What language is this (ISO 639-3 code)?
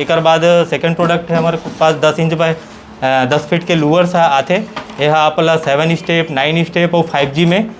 hne